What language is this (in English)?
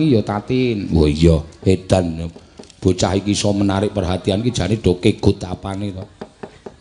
Javanese